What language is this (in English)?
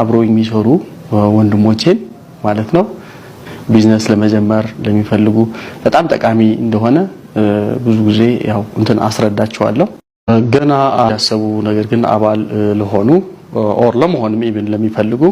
Amharic